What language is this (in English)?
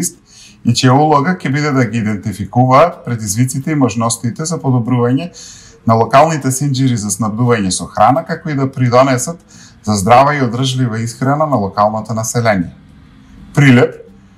Macedonian